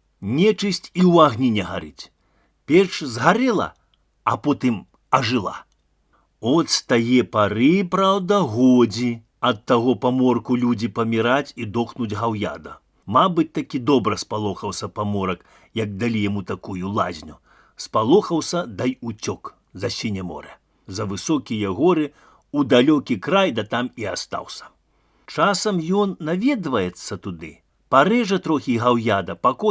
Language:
Belarusian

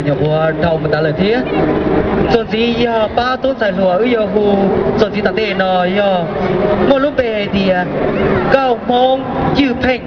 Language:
Hmong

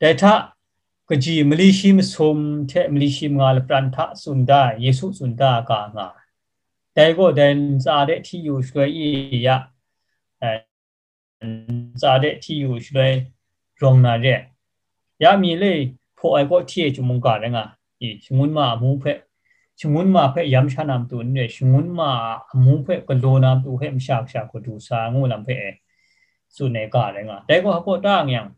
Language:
Kachin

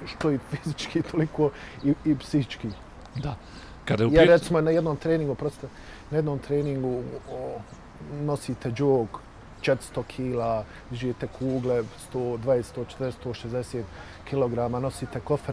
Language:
Bosnian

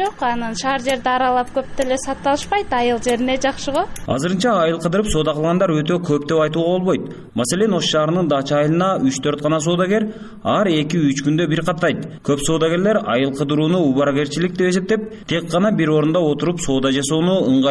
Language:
Kyrgyz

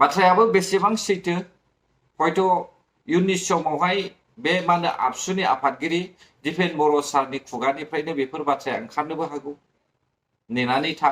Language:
Bodo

